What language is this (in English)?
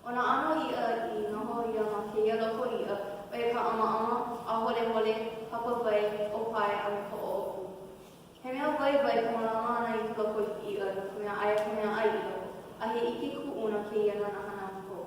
Hawaiian